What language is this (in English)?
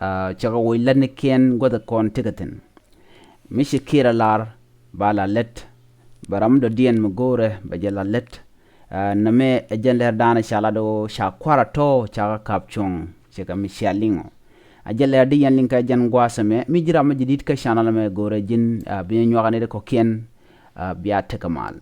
Nuer